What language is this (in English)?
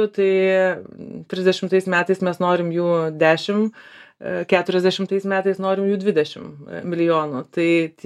Lithuanian